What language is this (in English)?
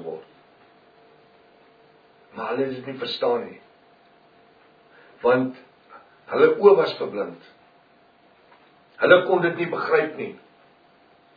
Afrikaans